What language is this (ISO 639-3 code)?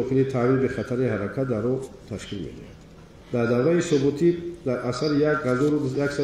tgk